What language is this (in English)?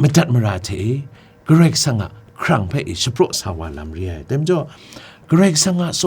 Kachin